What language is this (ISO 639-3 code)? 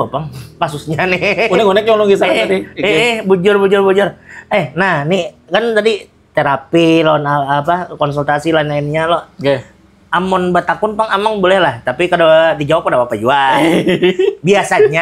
bjn